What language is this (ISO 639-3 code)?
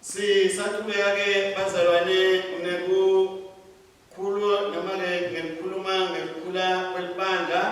ssw